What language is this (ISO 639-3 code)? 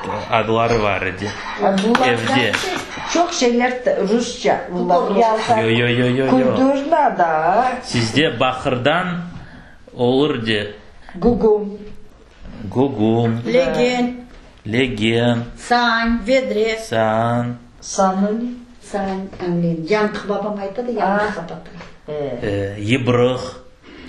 crh